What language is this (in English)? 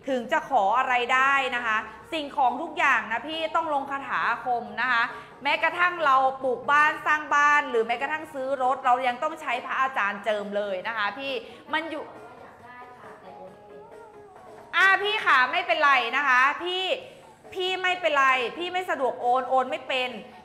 Thai